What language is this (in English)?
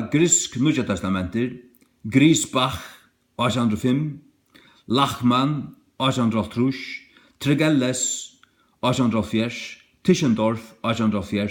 Faroese